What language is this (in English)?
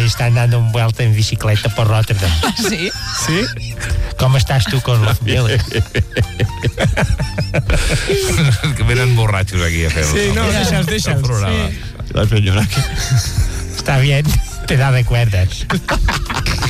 Catalan